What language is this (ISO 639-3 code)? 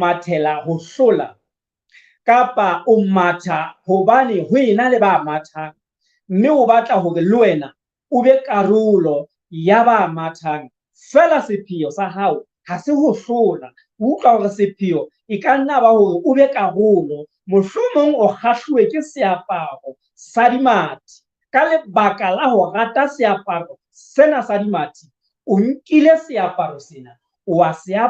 sot